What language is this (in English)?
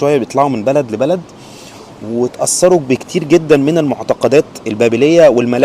Egyptian Arabic